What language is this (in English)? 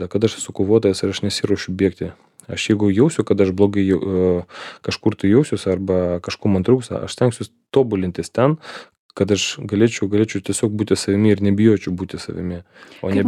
Lithuanian